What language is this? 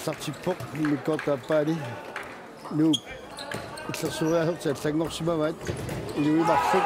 Kalaallisut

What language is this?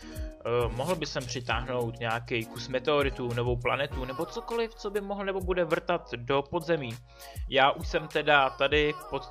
Czech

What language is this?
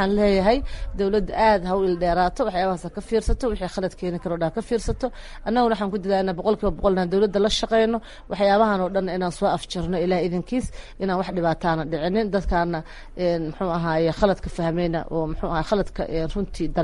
Somali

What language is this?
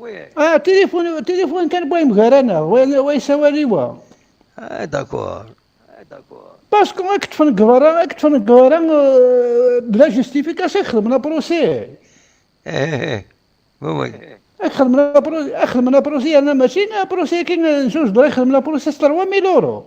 Kabyle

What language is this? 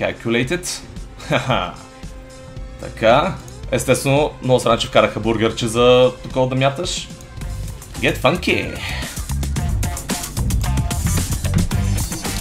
Bulgarian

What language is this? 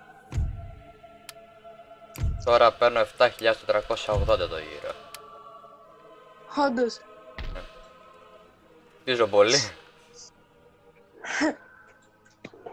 Greek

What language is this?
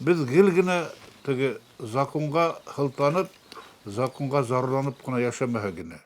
Bashkir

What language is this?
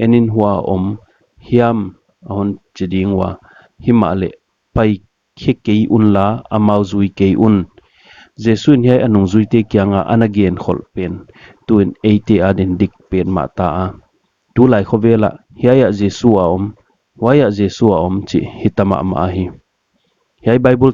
Paite Chin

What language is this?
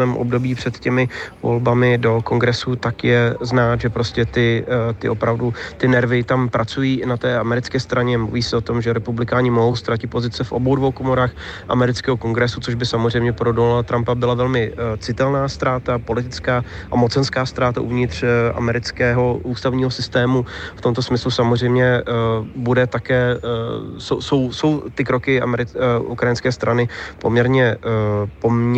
Czech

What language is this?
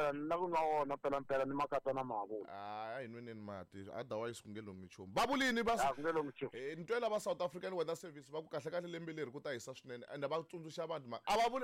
Tsonga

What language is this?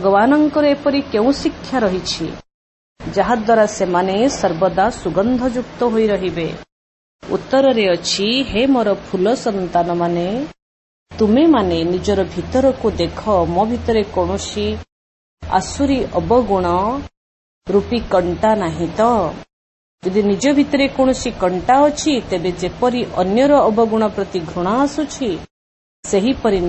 Odia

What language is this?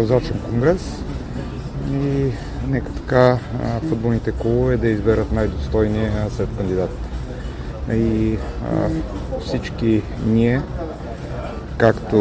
Bulgarian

